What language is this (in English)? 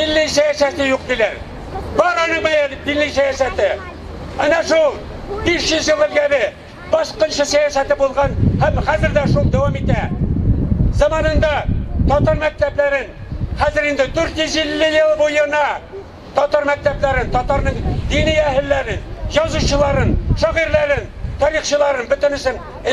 Tatar